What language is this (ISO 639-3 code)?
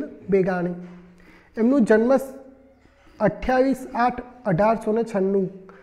guj